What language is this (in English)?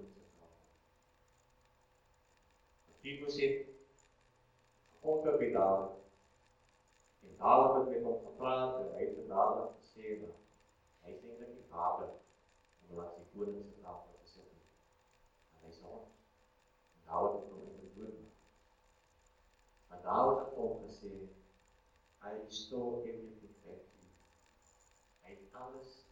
Afrikaans